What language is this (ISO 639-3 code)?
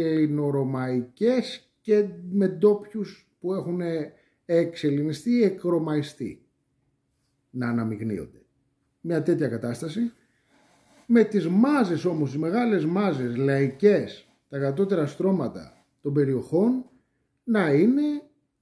ell